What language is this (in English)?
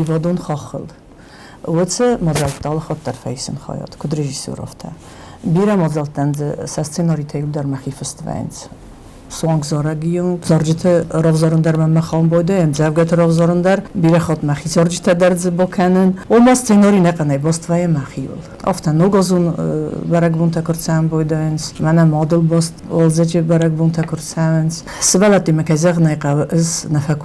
Ossetic